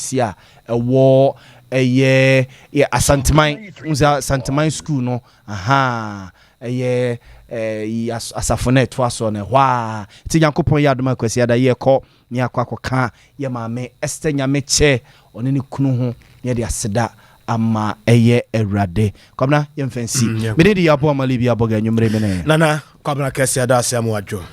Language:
Akan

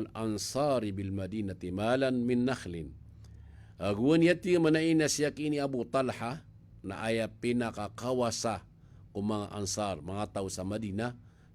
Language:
Maranao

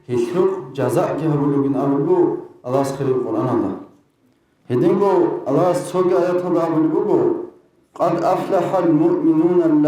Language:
Avaric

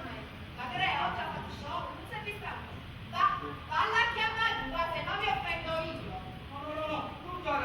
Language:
Neapolitan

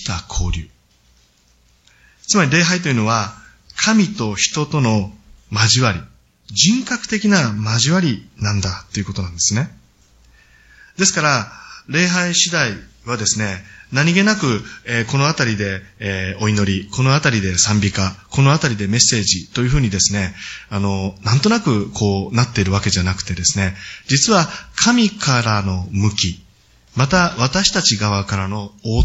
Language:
Japanese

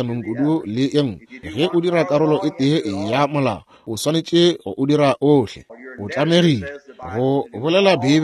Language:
Northern Sotho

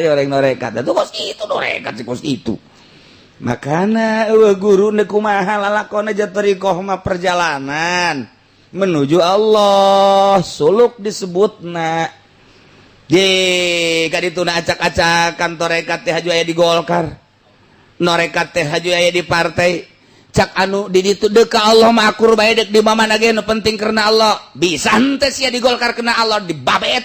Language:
Sundanese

